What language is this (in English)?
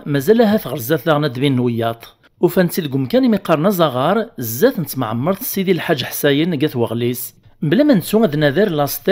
Kabyle